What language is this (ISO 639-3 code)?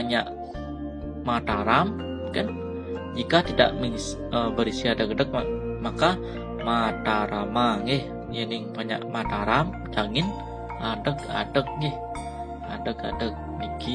ban